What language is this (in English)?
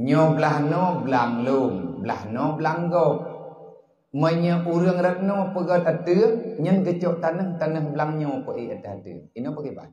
Achinese